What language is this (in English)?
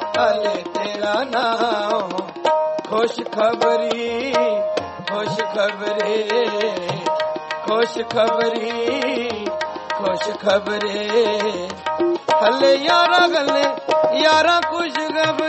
Punjabi